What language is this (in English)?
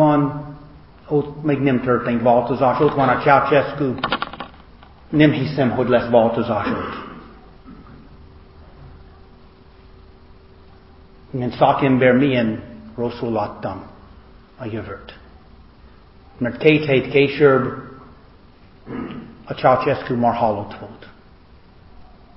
Hungarian